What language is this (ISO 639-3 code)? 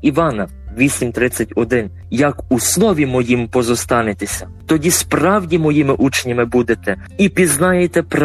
ukr